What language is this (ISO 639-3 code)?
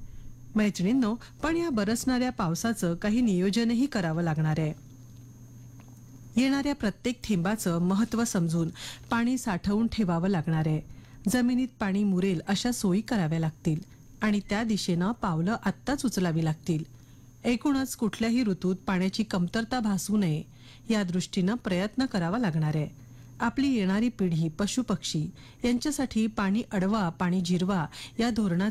mar